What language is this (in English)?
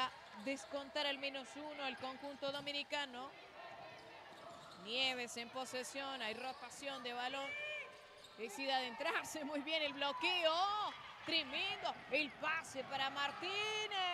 Spanish